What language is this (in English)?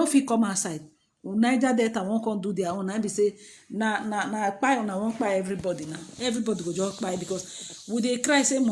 Nigerian Pidgin